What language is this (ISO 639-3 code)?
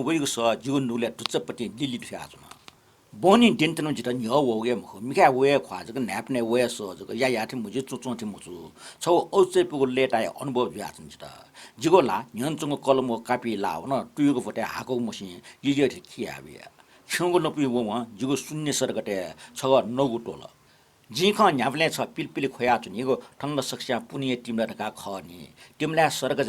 new